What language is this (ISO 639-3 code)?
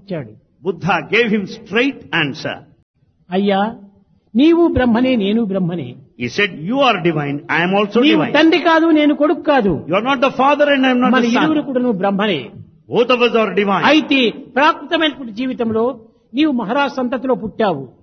tel